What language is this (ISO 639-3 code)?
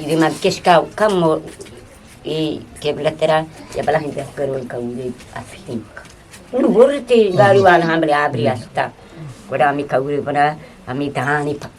bgp